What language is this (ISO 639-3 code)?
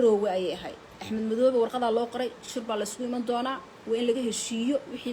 som